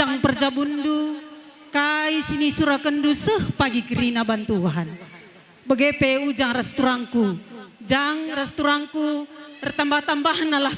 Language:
Batak Karo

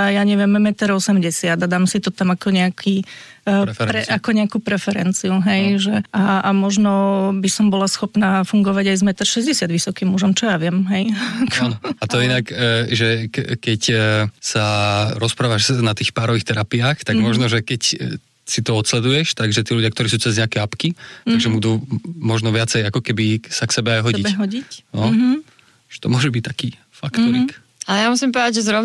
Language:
Slovak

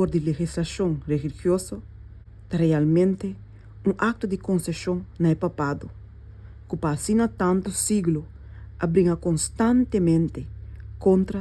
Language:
Papiamento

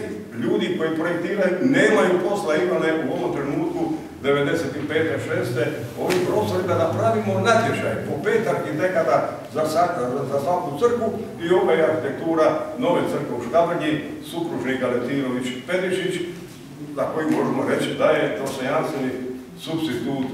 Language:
Croatian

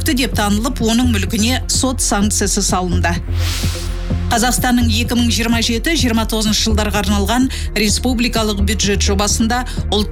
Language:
Kazakh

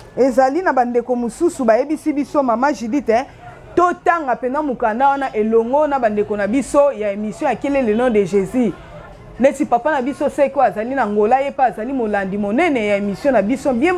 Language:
Lingala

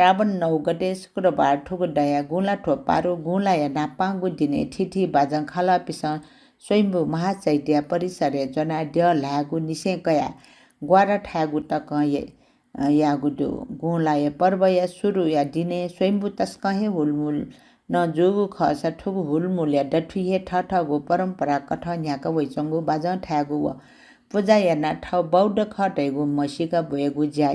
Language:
Newari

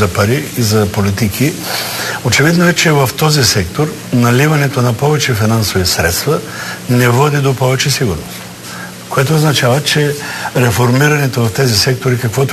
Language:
Bulgarian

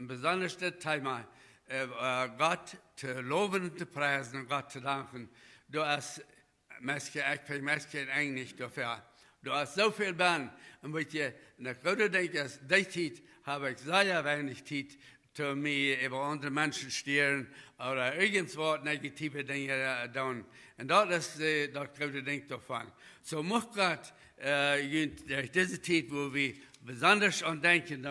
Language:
Plautdietsch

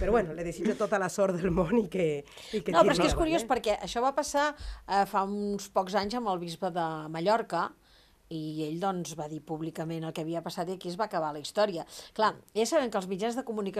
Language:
Catalan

